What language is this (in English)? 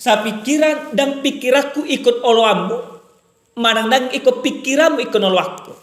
Batak Toba